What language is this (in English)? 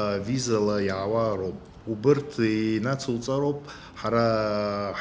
Abkhazian